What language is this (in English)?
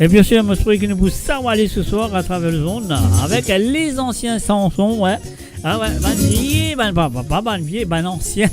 Morisyen